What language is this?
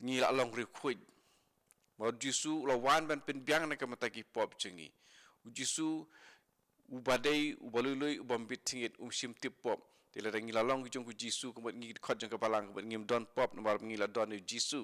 Khasi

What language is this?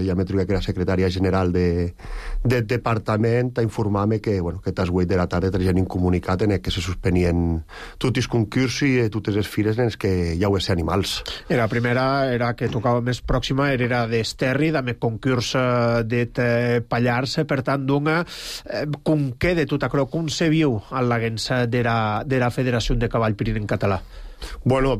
Catalan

